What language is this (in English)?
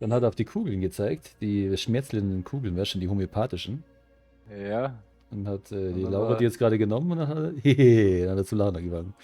Bavarian